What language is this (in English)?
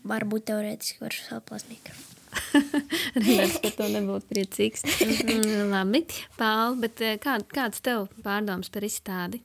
Latvian